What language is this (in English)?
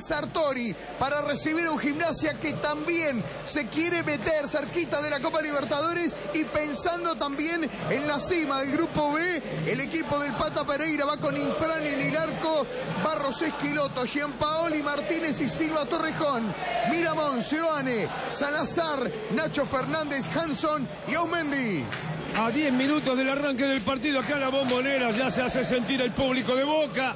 Spanish